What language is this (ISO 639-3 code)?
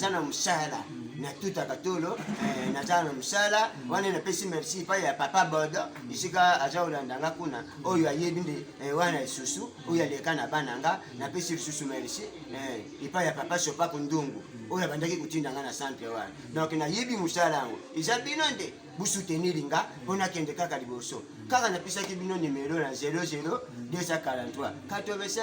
lin